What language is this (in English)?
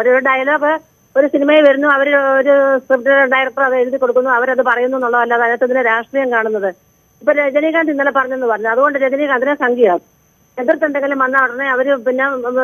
Malayalam